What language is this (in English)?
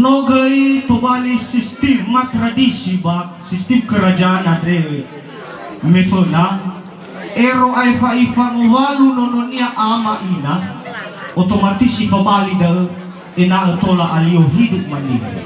Nias